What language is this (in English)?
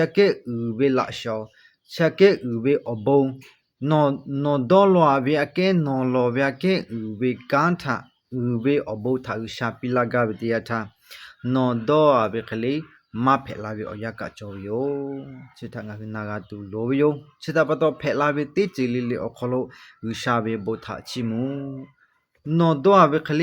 Lahu